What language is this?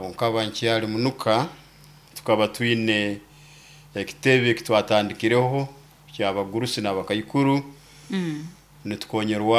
Nyoro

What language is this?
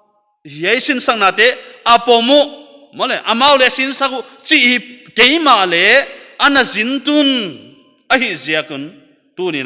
Paite Chin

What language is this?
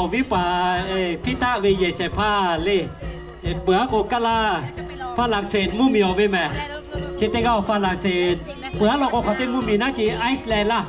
Lahu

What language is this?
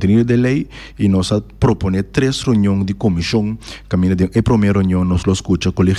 Papiamento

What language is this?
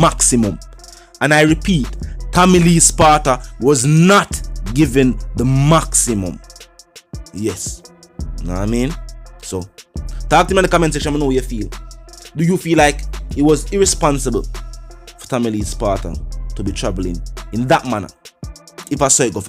Jamaican Creole English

